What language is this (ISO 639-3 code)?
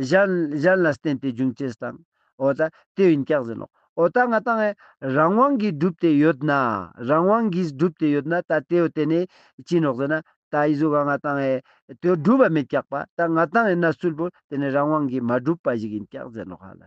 lbj